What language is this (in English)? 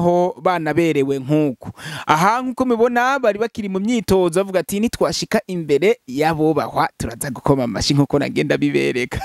Rundi